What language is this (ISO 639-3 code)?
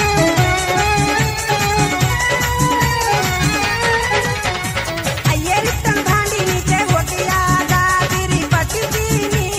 bgc